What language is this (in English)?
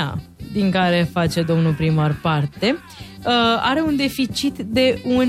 Romanian